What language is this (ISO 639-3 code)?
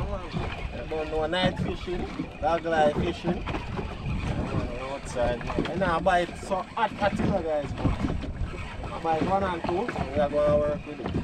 jam